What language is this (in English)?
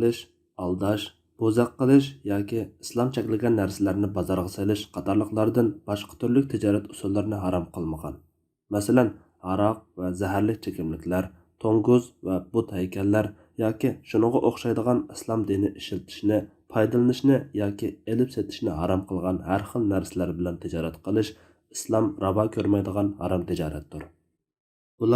Uyghur